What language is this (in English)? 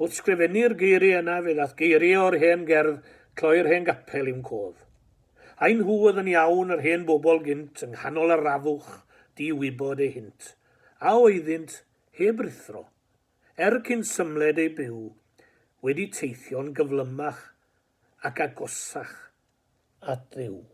Welsh